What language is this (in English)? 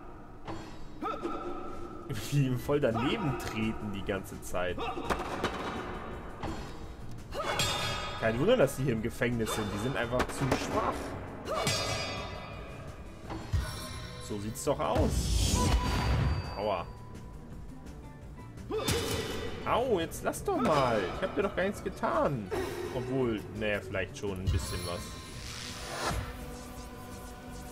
German